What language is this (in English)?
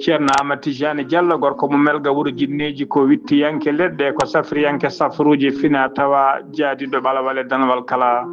Fula